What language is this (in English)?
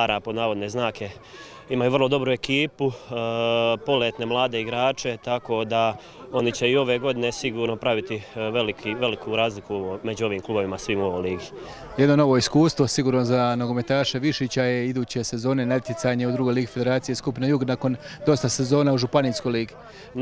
Croatian